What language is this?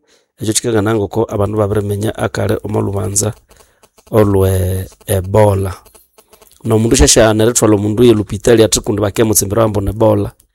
Nande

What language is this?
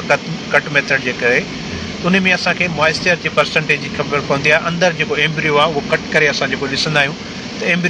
Sindhi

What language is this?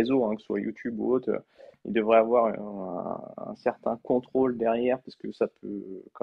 French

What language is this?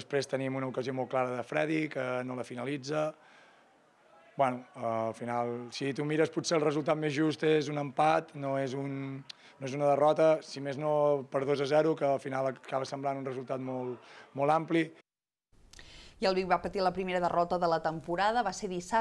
Catalan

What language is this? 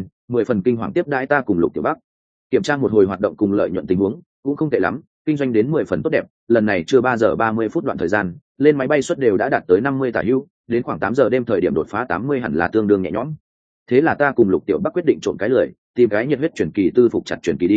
Vietnamese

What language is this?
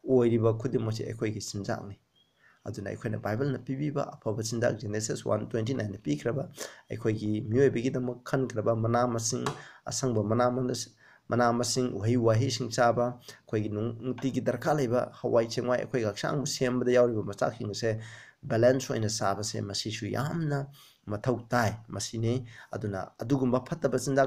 Manipuri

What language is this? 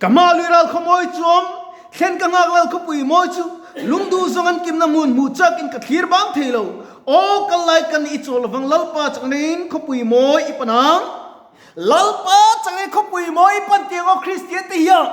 Mizo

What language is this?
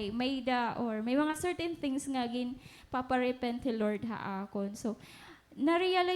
Waray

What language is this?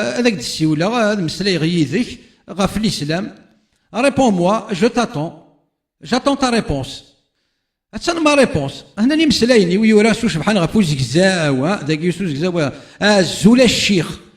Kabyle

